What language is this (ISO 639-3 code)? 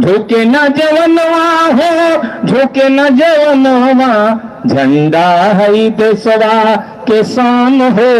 mag